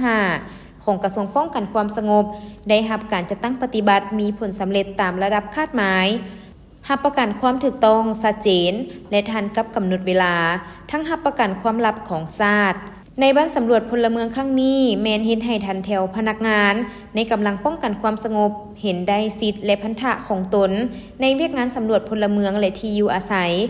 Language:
Lao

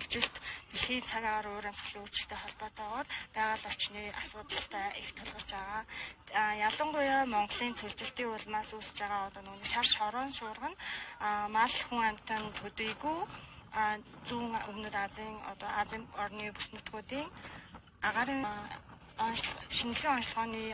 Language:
Mongolian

